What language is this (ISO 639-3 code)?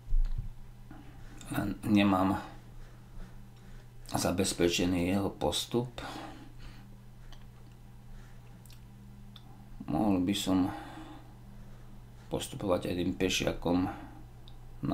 slk